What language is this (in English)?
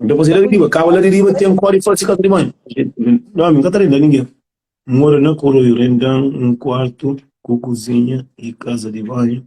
Kabuverdianu